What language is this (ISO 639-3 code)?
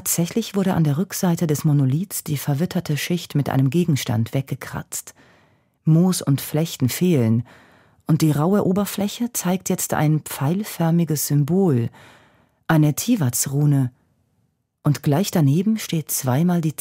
gsw